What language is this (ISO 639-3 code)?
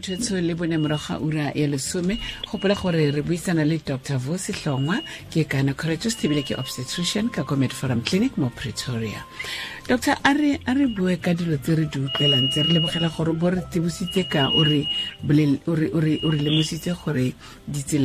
tsn